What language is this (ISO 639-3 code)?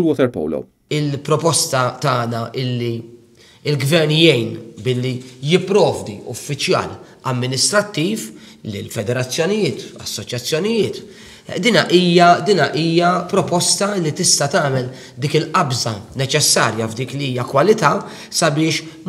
mlt